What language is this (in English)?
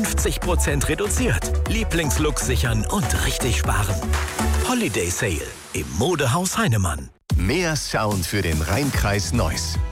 German